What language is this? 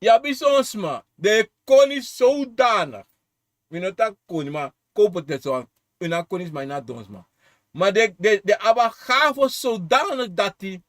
Sranan Tongo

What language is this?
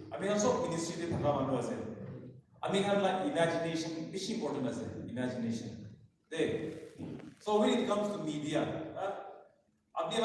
Naga Pidgin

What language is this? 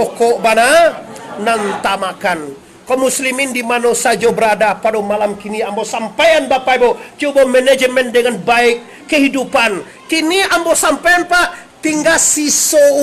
Minangkabau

